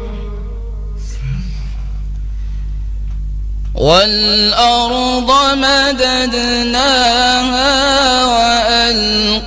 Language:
Arabic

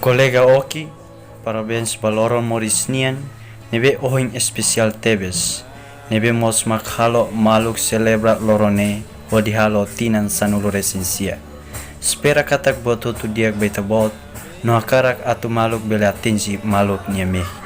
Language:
Tetum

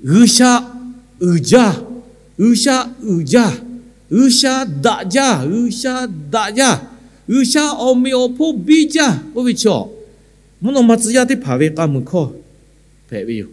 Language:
Lahu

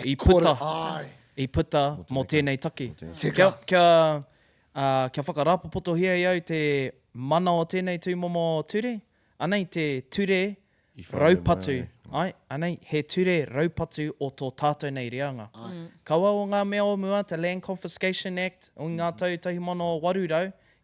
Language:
Māori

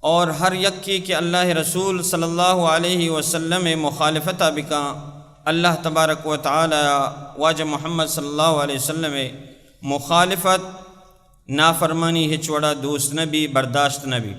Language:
Baluchi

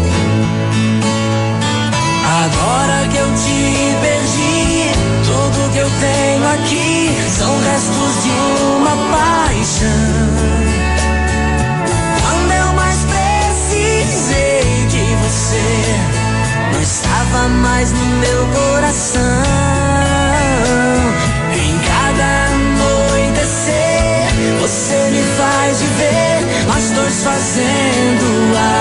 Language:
Portuguese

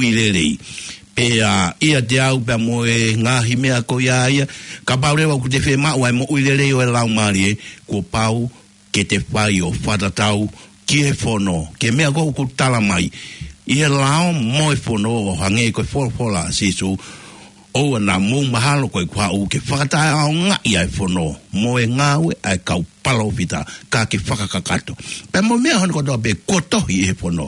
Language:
Tongan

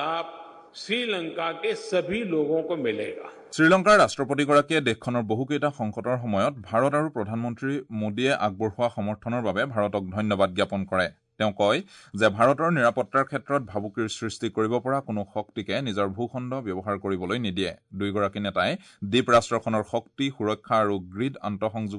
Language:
Assamese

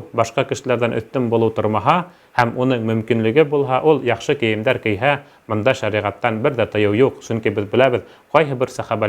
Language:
Bashkir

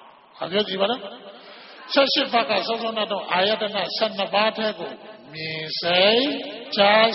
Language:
Burmese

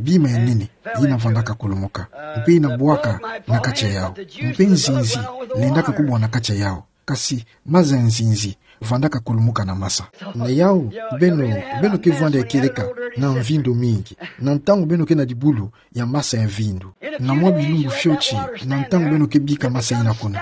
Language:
Kituba (Democratic Republic of Congo)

